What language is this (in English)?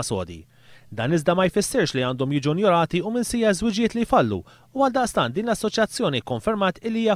Maltese